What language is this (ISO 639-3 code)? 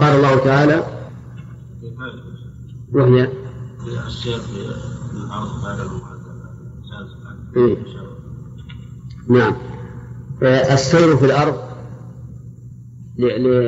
ara